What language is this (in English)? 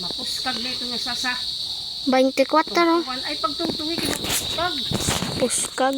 Waray